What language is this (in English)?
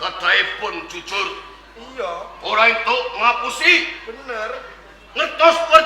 Javanese